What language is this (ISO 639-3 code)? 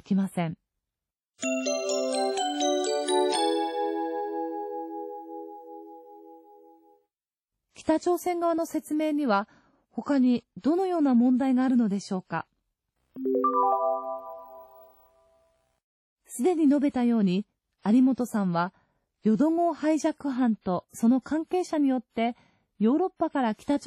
jpn